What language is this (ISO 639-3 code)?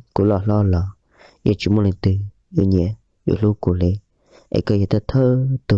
hmn